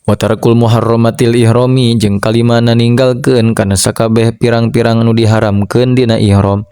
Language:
Sundanese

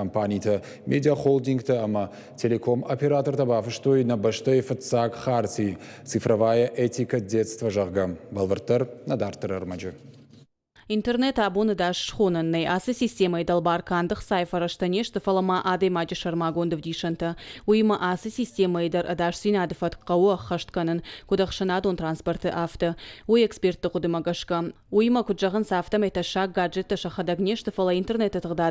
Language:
Ossetic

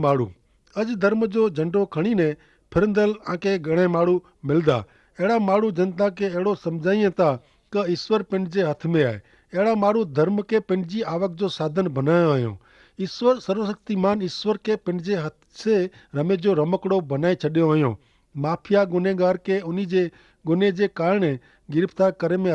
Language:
Kachhi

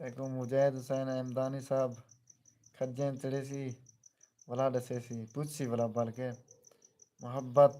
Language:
Saraiki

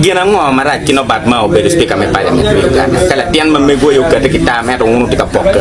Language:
Acoli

